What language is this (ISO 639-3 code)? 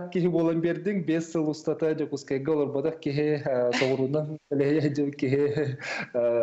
sah